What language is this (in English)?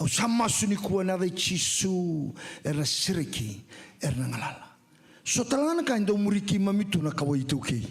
Fijian